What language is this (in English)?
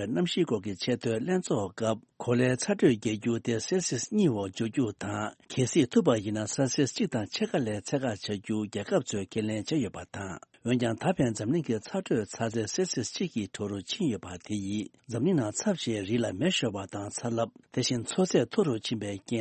Tibetan